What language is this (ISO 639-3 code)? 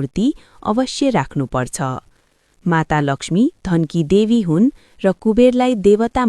nep